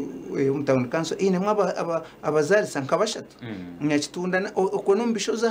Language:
Nyankole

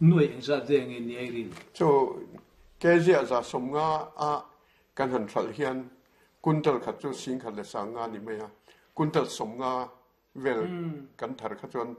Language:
Mizo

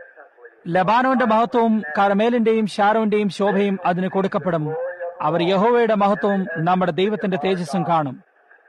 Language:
Malayalam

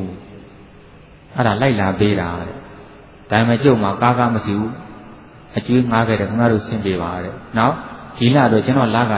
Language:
Burmese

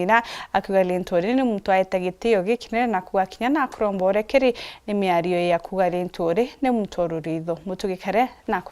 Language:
Meru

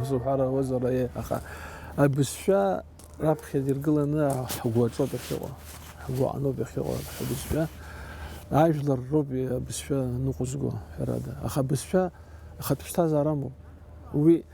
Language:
Abkhazian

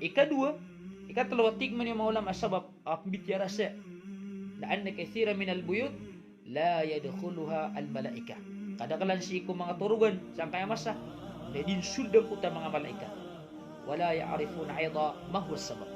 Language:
Maranao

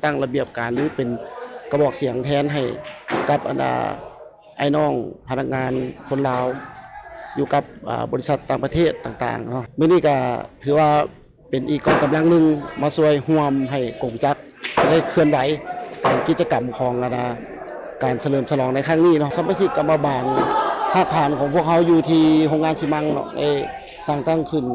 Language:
Lao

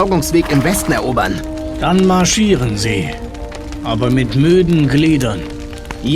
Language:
Bavarian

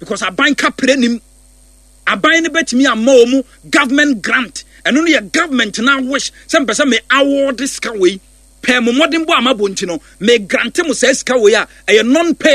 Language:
Akan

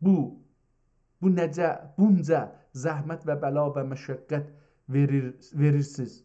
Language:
South Azerbaijani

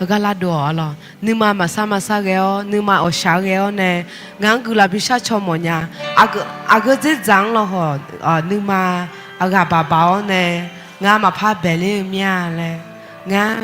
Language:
Akha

